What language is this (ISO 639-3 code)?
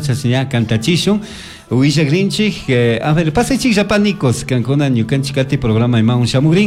qug